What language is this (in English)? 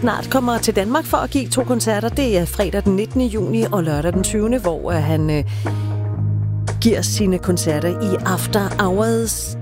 Danish